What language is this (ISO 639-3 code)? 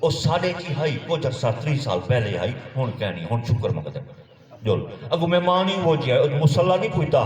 skr